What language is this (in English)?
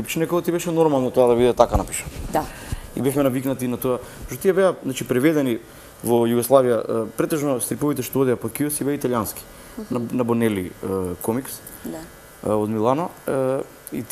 Macedonian